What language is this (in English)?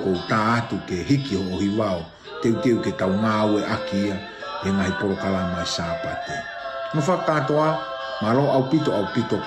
Tongan